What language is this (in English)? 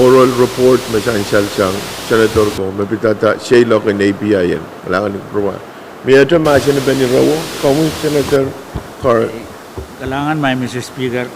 Pohnpeian